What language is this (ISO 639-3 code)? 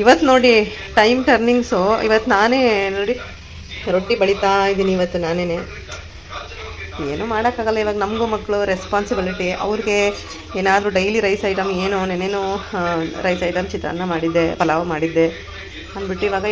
kan